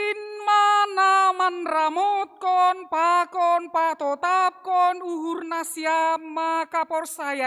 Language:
Batak Simalungun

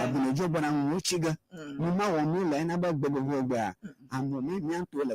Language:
Ewe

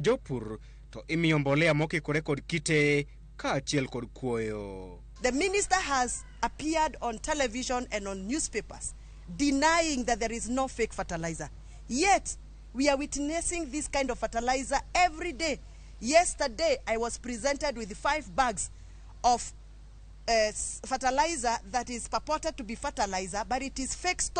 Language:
Luo (Kenya and Tanzania)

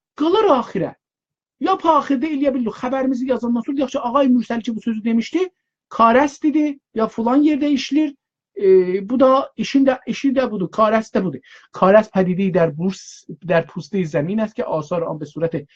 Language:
South Azerbaijani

